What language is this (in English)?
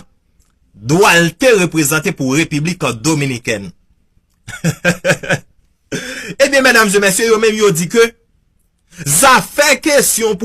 Haitian Creole